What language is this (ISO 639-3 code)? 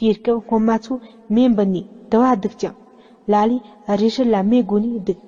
bod